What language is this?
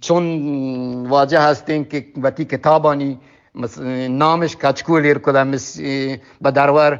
Eastern Balochi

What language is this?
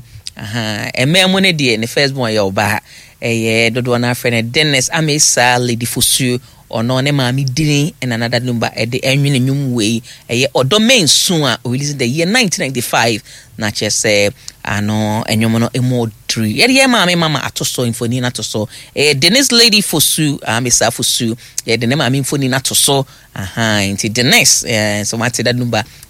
Akan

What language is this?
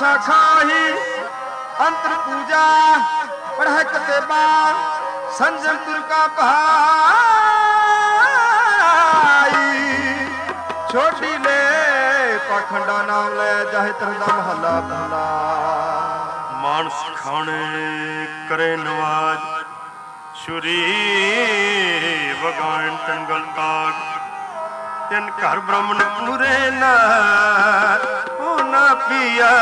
Punjabi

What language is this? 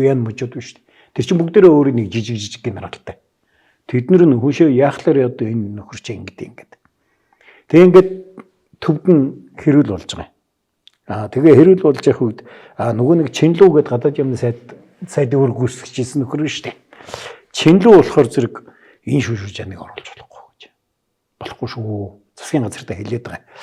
Mongolian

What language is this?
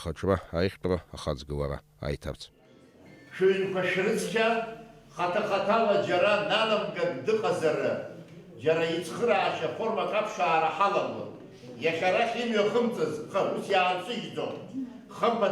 Abkhazian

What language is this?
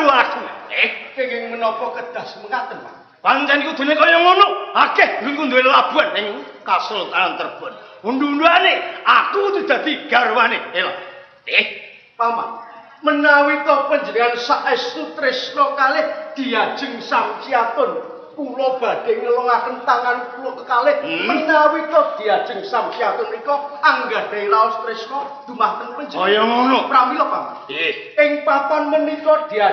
Javanese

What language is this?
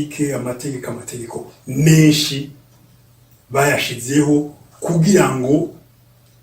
Rundi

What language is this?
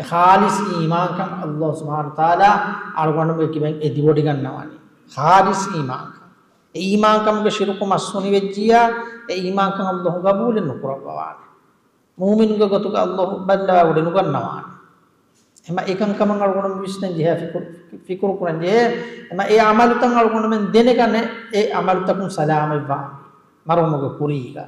Divehi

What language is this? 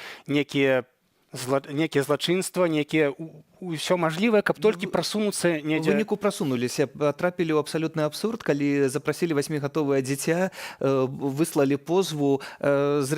Belarusian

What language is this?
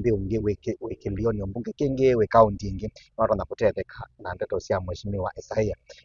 Kamba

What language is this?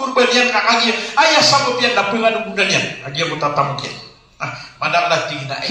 Maranao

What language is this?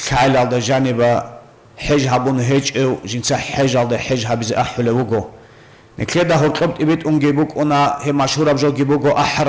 Avaric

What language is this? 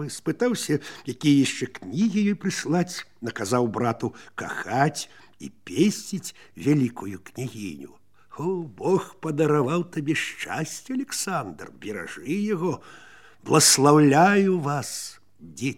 Belarusian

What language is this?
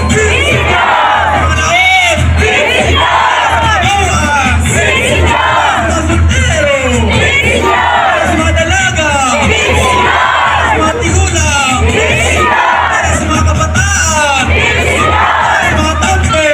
Hiligaynon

